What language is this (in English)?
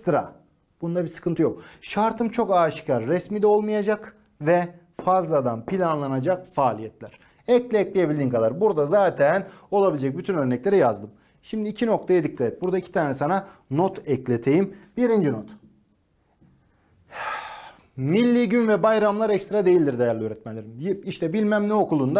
Turkish